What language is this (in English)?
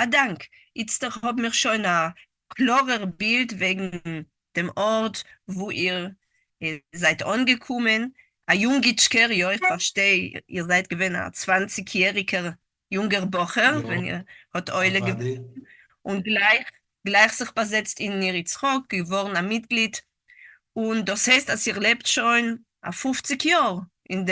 Yiddish